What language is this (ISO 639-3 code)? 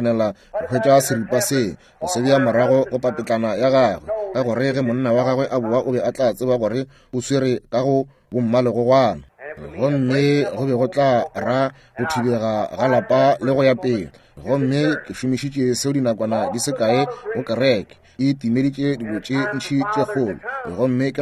nso